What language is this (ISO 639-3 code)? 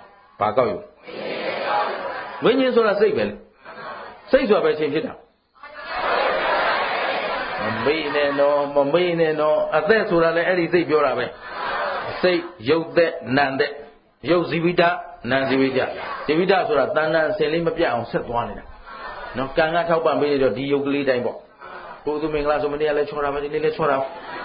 mya